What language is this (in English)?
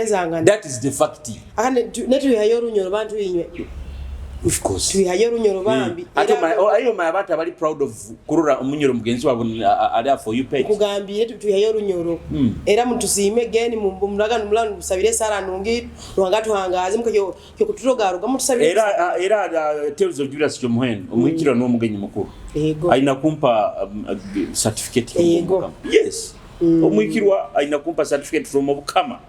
Nyoro